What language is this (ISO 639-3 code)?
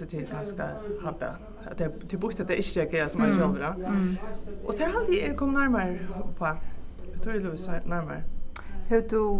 fao